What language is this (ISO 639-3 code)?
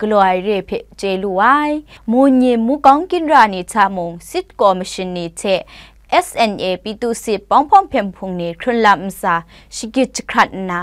kac